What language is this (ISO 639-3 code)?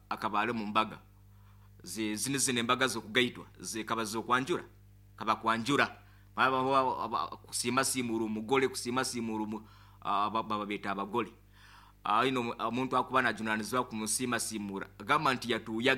nyo